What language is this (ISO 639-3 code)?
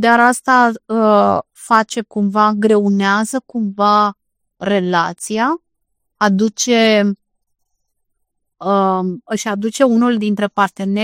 ron